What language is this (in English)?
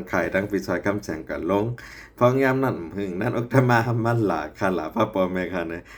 Shan